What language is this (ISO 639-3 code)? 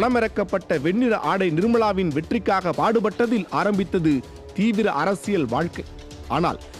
tam